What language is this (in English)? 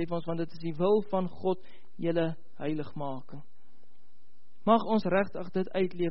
Afrikaans